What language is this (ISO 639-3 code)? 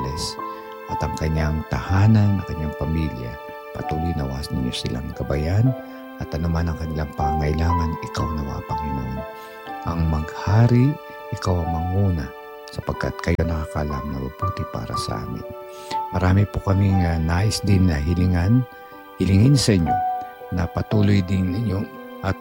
fil